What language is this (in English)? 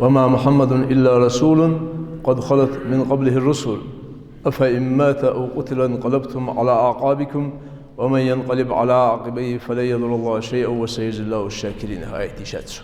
Ingush